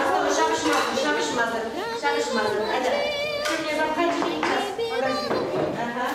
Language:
Chuvash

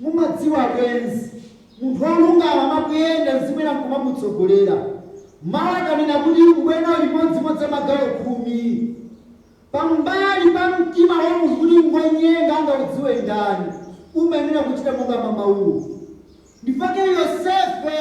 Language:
Nyanja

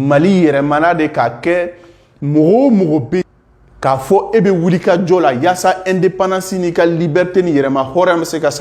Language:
Bambara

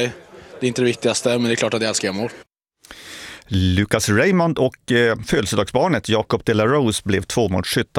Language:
Swedish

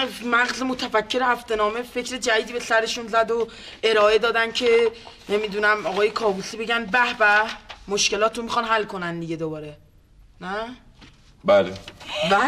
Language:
Persian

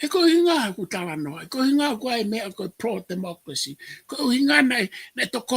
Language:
Tongan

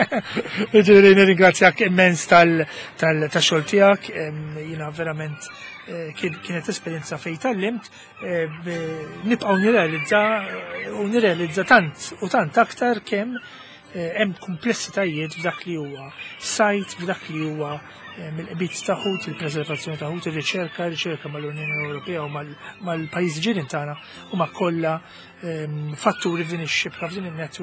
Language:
Maltese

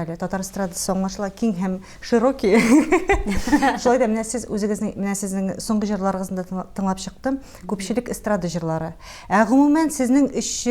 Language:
Tatar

